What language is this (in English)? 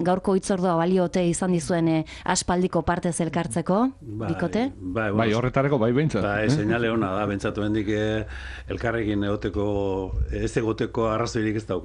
Basque